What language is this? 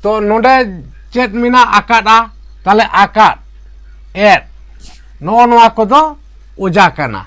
Santali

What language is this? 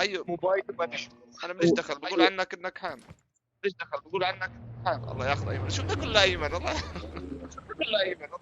North Levantine Arabic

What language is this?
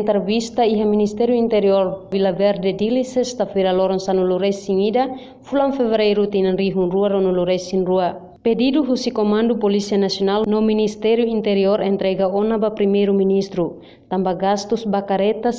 Tetum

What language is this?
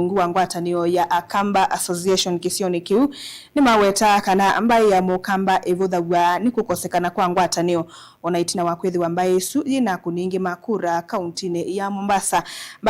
Kamba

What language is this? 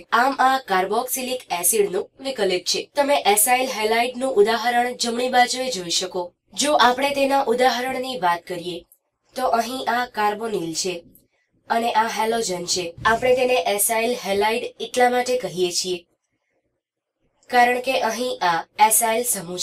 Gujarati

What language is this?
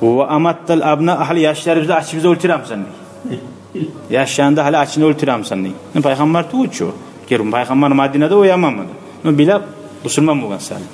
Kumyk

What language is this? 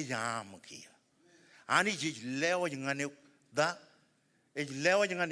Marshallese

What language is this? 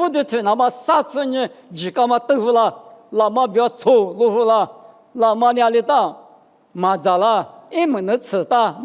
Lisu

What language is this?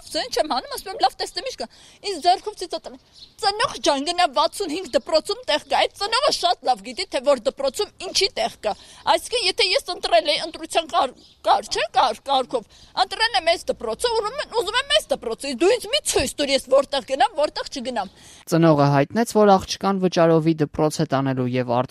Armenian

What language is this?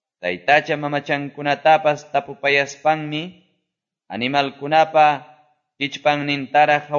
Quechua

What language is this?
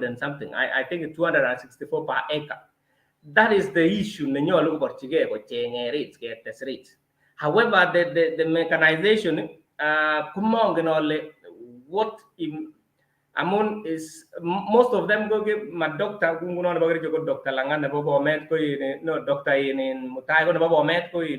Kalenjin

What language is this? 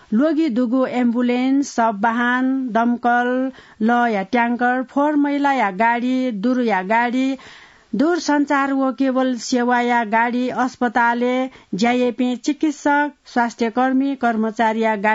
Newari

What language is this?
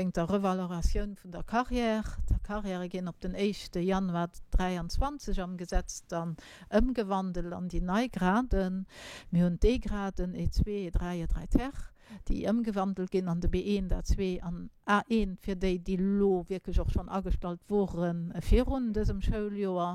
Luxembourgish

